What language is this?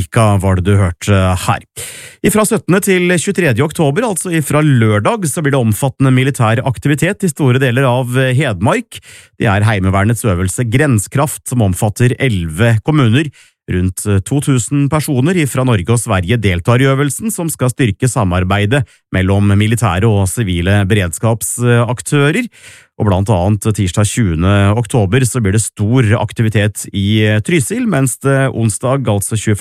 Norwegian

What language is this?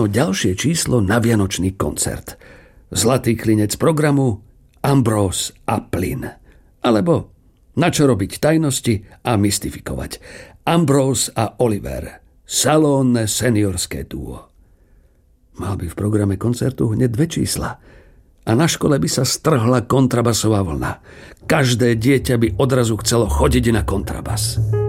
Slovak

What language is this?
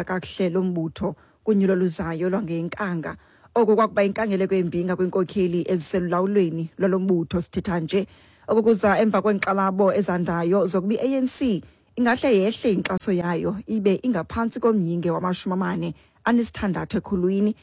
Xhosa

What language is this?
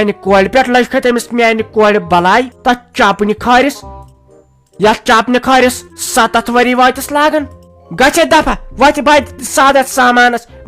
Kashmiri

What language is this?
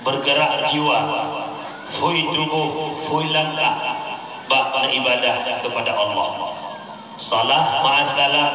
Achinese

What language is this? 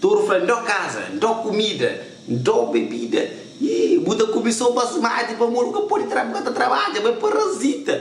Kabuverdianu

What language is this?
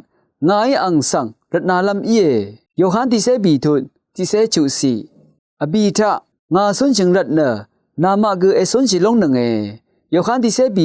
Rawang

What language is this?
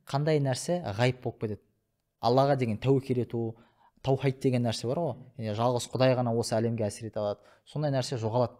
Kazakh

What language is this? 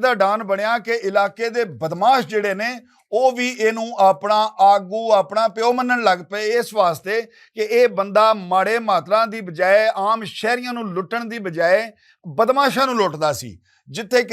Western Panjabi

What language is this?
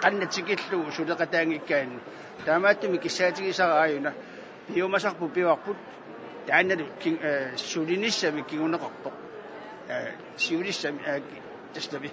Kalaallisut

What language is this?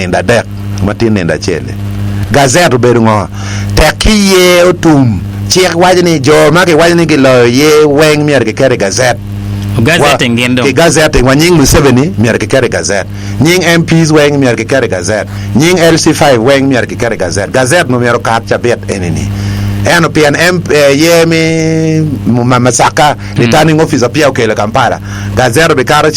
Acoli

